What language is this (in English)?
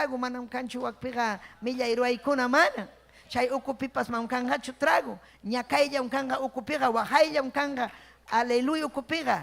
Ayacucho Quechua